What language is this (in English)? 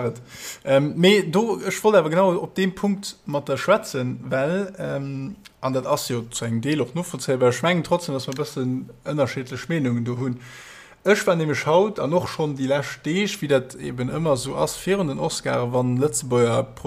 Luxembourgish